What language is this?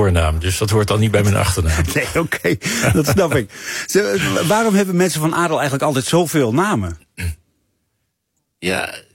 Dutch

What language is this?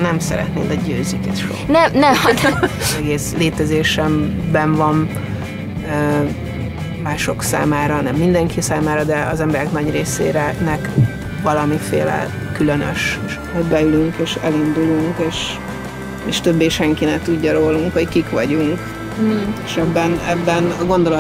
Hungarian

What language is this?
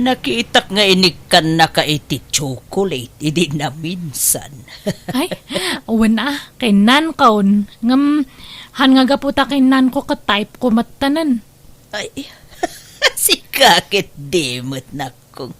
Iloko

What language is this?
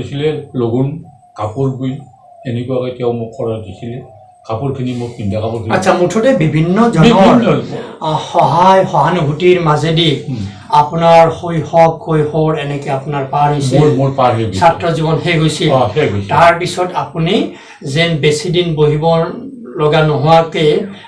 Assamese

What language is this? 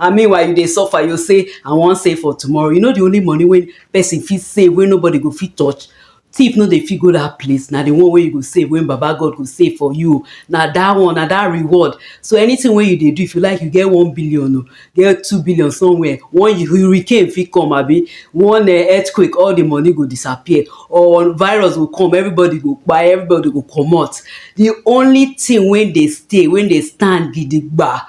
Nigerian Pidgin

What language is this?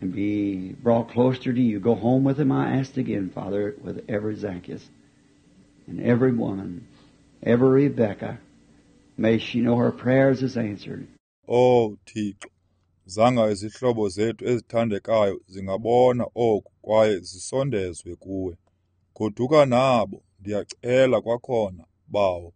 Xhosa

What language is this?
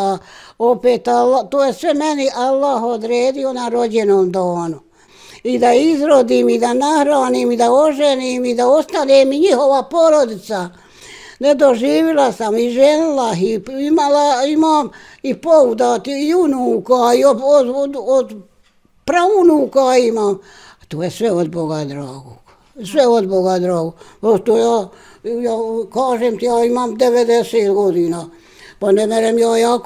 Bosnian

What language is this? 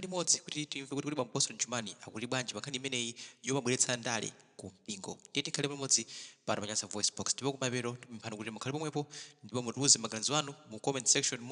Nyanja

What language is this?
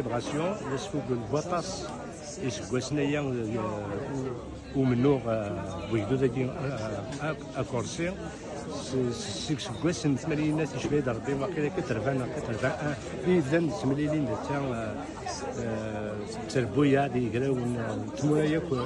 Kabyle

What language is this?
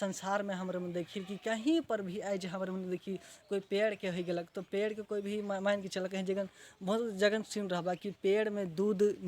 Sadri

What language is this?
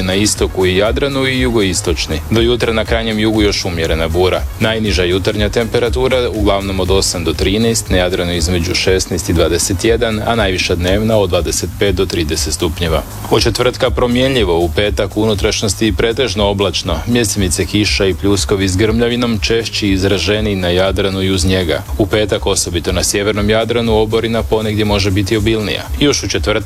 Croatian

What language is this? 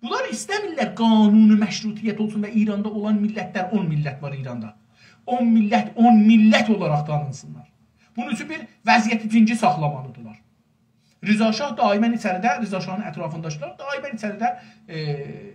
South Azerbaijani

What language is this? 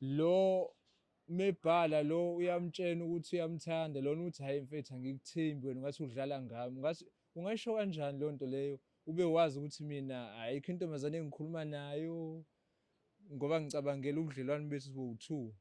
Zulu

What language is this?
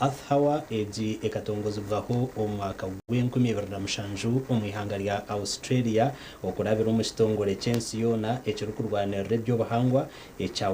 Nyankole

